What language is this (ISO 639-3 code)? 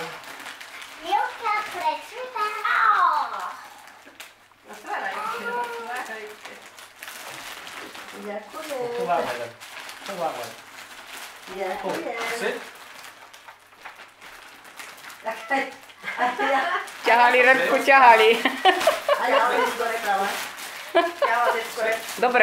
slk